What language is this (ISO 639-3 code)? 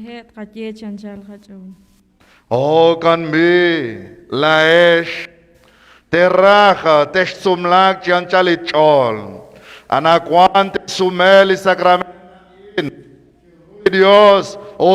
kek